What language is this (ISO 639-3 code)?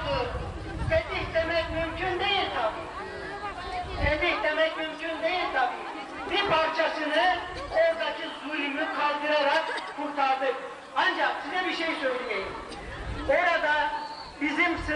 tur